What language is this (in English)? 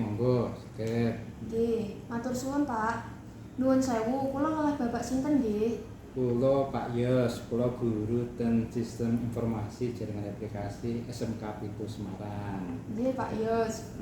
Javanese